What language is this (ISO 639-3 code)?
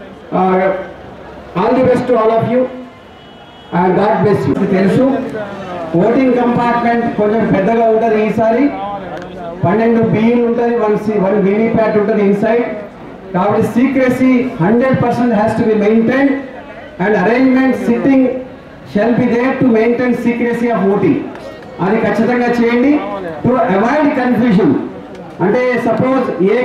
tel